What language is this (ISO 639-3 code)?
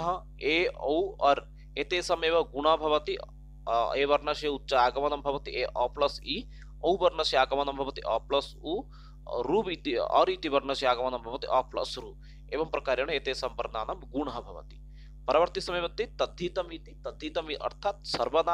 san